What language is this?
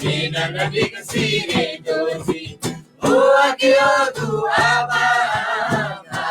Eastern Tamang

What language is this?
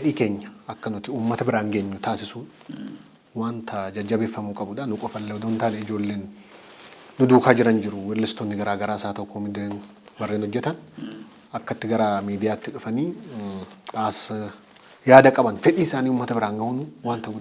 Oromo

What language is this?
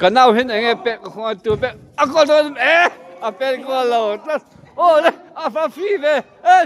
Mizo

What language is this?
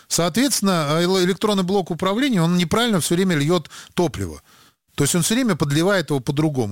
Russian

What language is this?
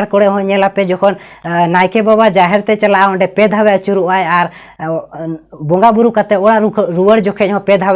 Santali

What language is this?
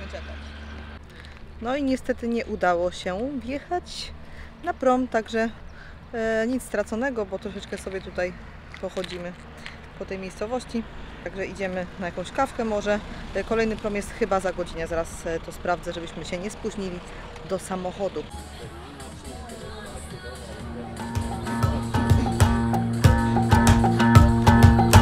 Polish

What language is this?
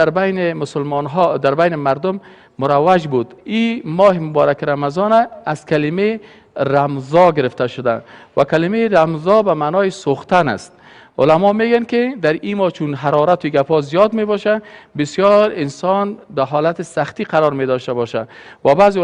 Persian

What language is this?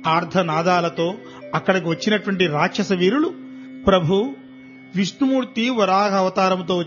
Telugu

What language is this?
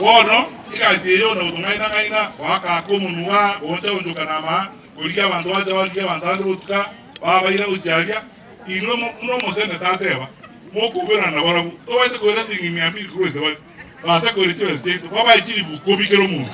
Gusii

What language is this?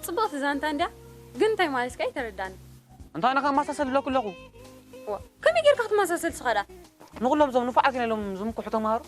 Tigrinya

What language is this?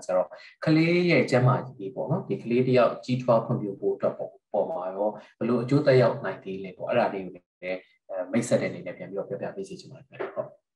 Burmese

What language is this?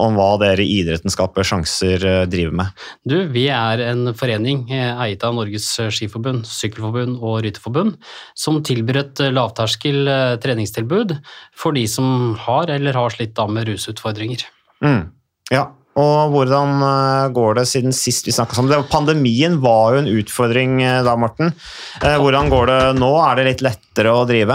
Norwegian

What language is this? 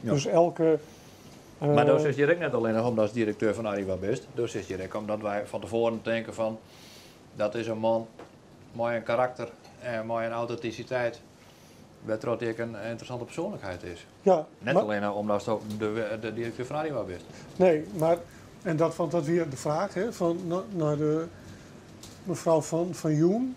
Western Frisian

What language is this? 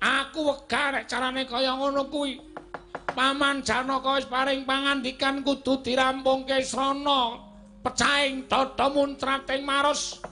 Javanese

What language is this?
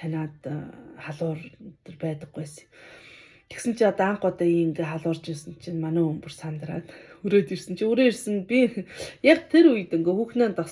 Mongolian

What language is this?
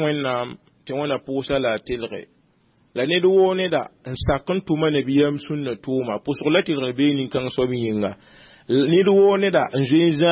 Mossi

